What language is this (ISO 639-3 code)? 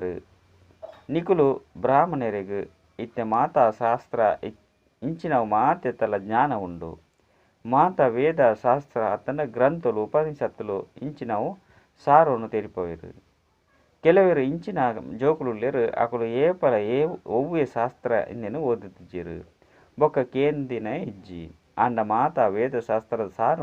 tcy